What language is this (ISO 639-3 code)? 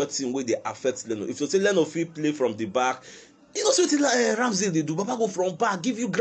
pcm